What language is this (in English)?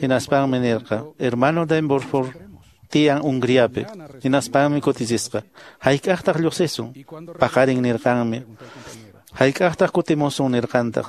Quechua